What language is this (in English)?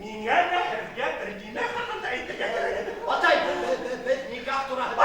Bashkir